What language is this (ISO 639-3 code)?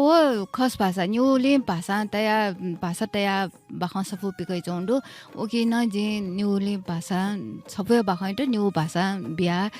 new